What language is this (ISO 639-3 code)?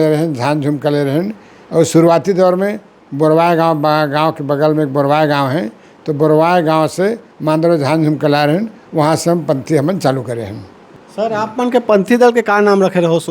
hne